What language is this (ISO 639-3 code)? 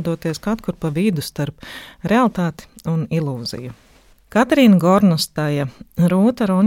lav